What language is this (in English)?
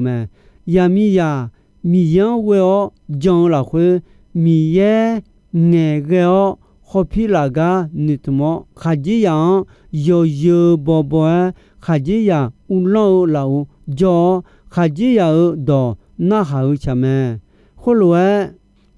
Akha